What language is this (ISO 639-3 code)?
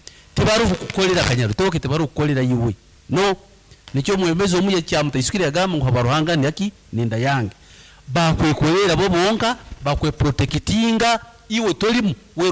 nyn